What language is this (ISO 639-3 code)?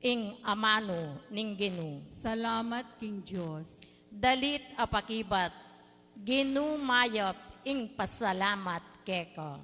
pam